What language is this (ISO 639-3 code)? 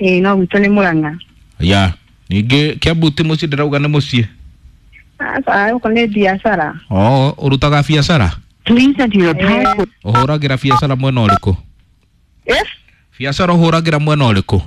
kik